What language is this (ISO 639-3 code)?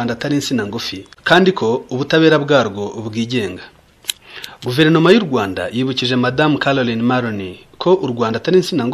kin